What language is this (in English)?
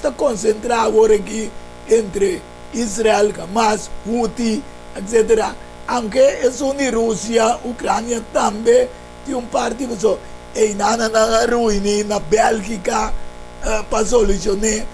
Papiamento